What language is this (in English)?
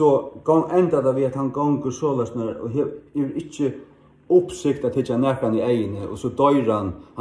Faroese